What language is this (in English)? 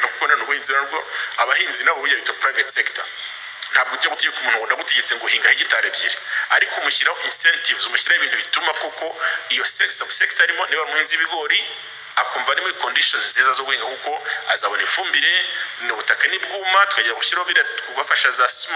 Kinyarwanda